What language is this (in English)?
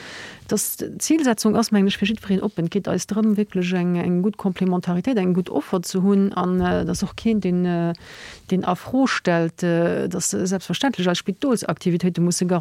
Luxembourgish